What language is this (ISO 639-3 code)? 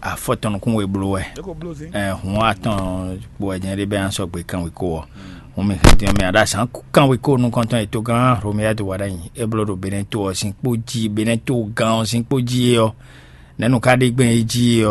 fon